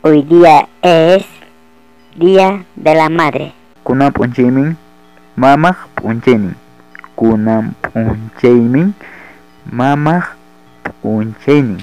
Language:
Ayacucho Quechua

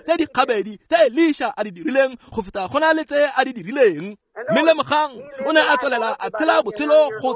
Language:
Tswana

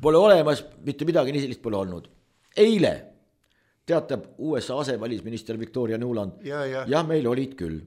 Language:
Estonian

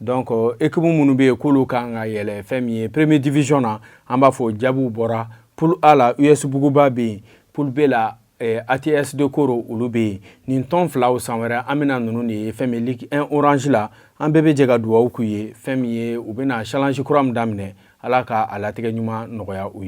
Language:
Bambara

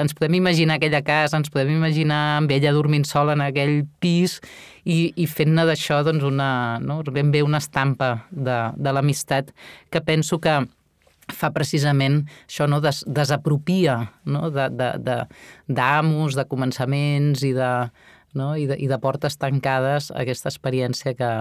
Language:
Catalan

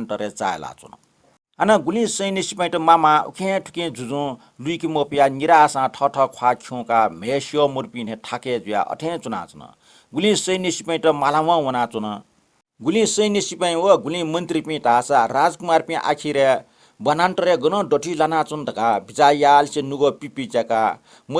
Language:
Newari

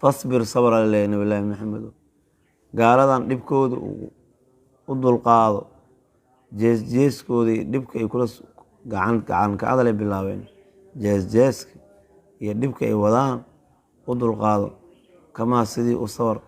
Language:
Somali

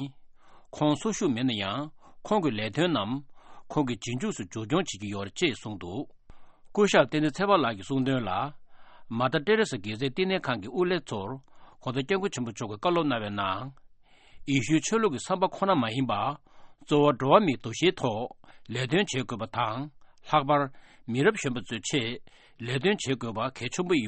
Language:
Tibetan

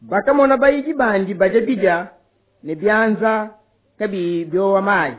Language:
Luba-Lulua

